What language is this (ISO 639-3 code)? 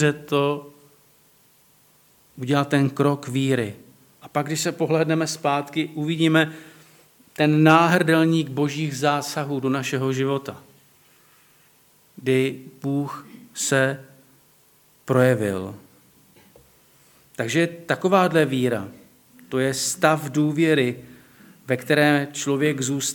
ces